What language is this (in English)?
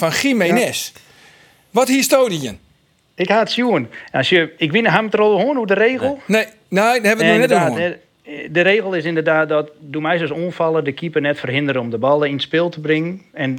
Western Frisian